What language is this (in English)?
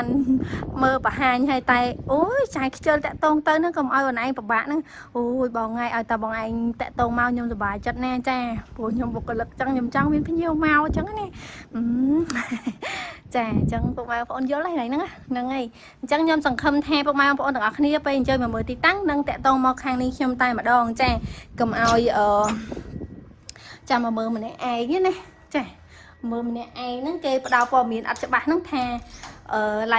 Khmer